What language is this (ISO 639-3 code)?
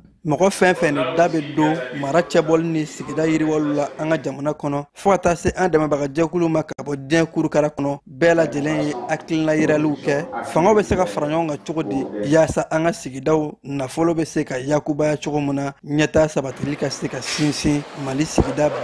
bam